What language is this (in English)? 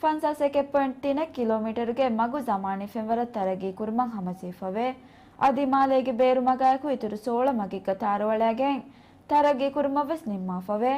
Divehi